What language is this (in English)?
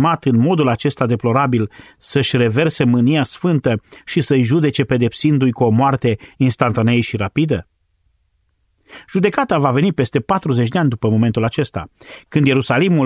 Romanian